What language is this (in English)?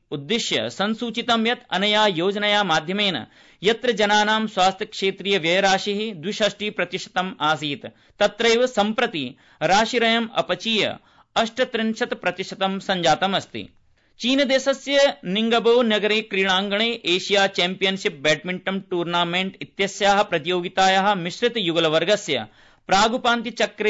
Sanskrit